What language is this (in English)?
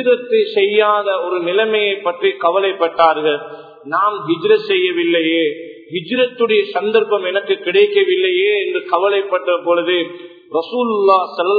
Tamil